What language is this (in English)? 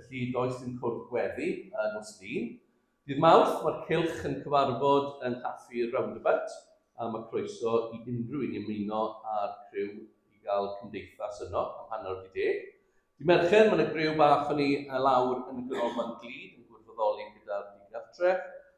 Welsh